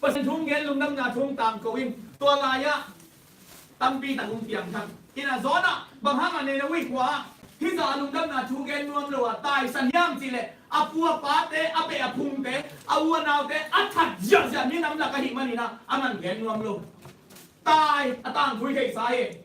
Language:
Tedim Chin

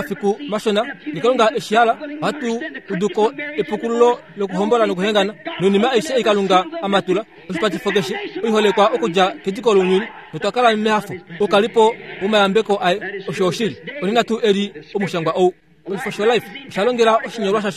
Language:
Kuanyama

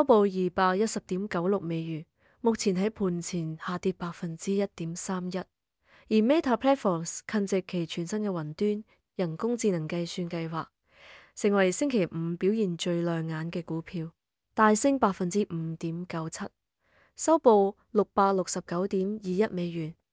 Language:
Cantonese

